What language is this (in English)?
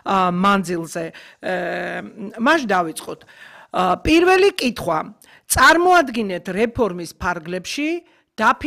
Georgian